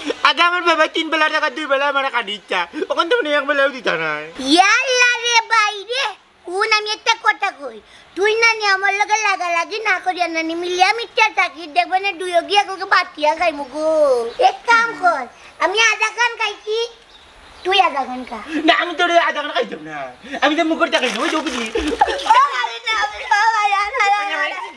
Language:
Sylheti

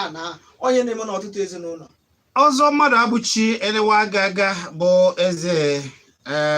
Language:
Igbo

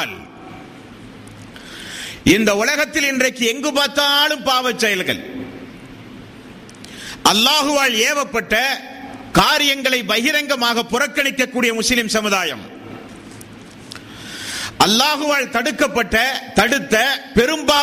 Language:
Tamil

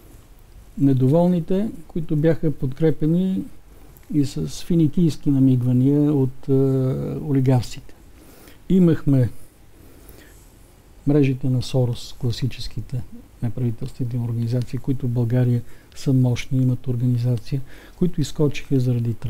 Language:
Bulgarian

